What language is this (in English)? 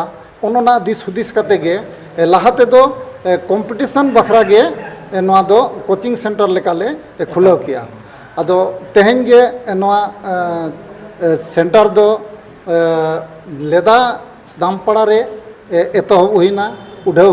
Santali